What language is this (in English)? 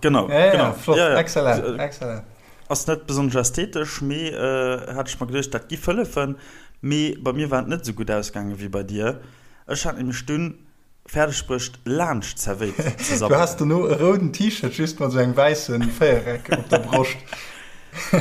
Luxembourgish